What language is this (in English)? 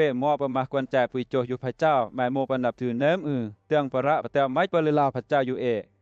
Western Lawa